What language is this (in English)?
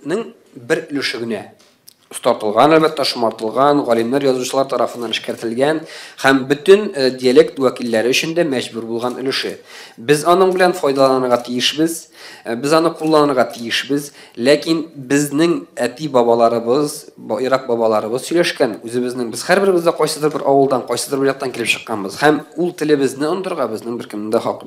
Tatar